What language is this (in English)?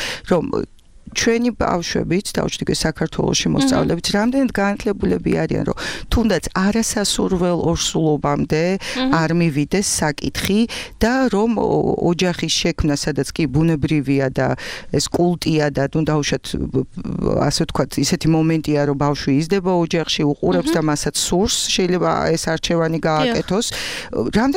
Georgian